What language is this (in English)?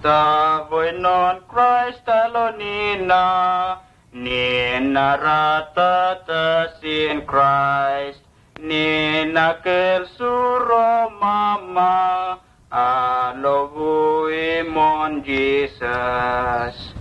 Vurës